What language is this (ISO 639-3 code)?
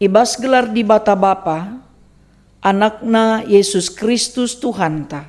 btx